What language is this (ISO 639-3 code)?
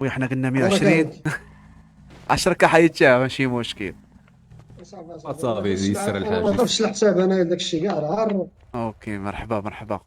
ary